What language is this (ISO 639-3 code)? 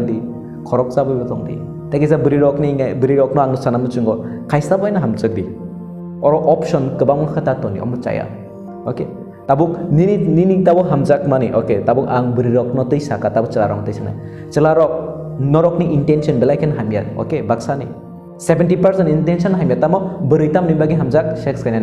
trp